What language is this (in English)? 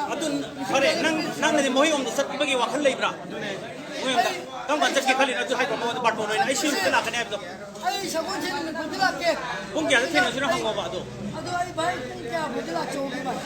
Manipuri